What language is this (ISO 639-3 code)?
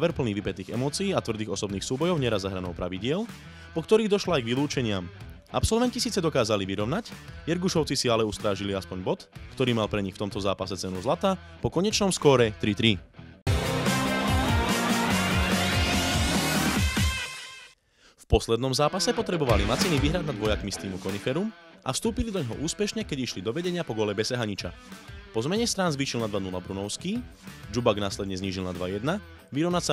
slk